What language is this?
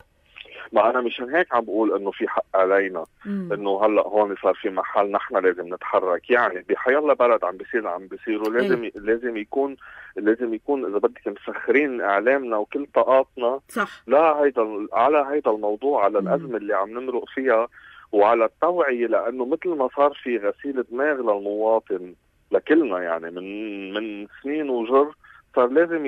North Levantine Arabic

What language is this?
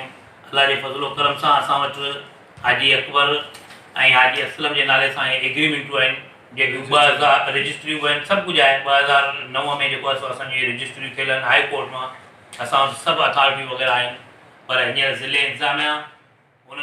Sindhi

